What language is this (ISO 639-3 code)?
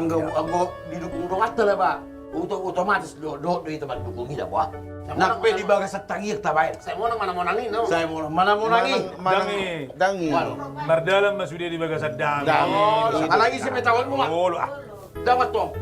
bbc